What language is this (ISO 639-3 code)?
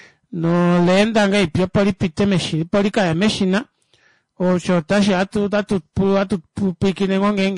kua